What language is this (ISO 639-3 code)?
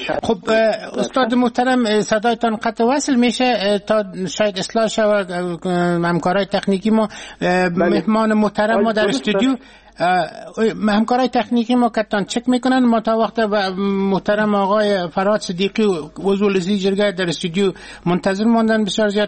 fas